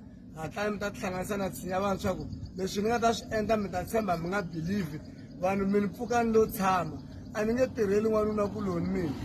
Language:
Tsonga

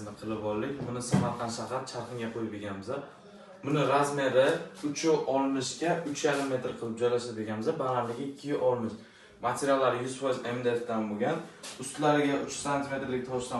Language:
Uzbek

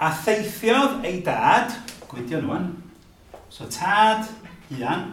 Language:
Welsh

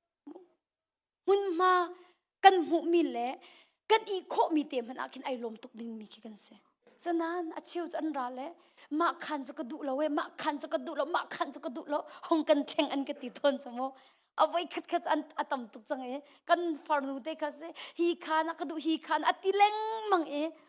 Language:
Hakha Chin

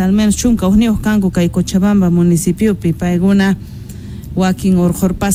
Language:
South Bolivian Quechua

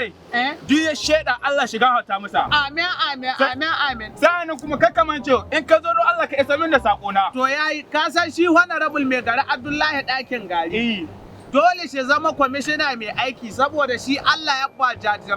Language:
Hausa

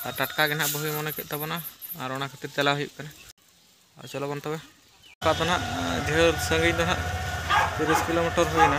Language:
Santali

